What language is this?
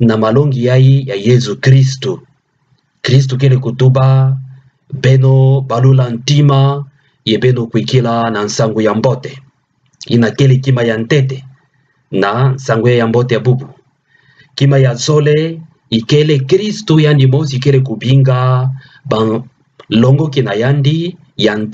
Kituba (Democratic Republic of Congo)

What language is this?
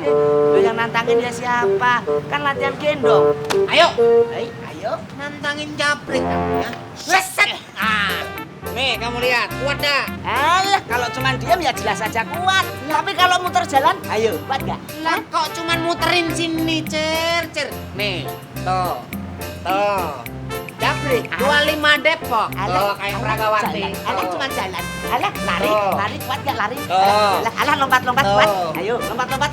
Betawi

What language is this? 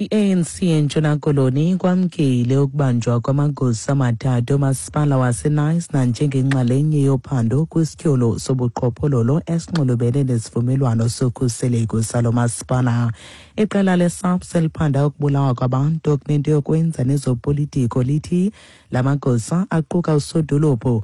Xhosa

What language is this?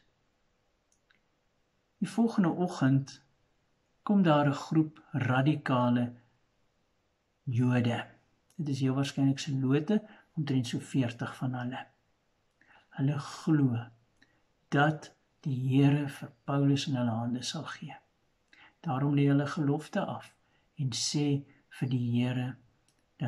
Afrikaans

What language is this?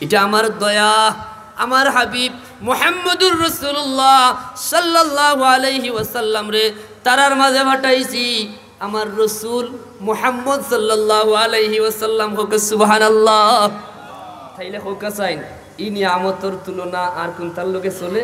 Sylheti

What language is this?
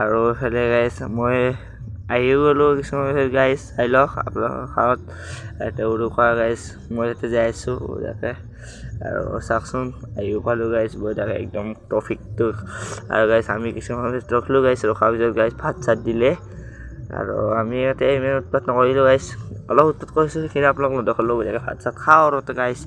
Assamese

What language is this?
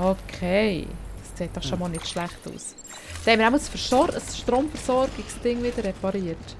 Swiss German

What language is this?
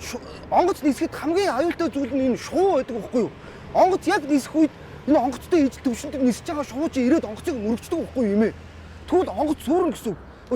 Mongolian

